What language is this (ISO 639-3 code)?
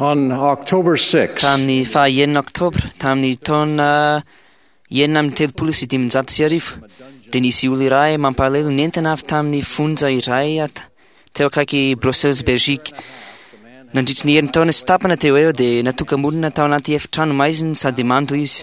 mlg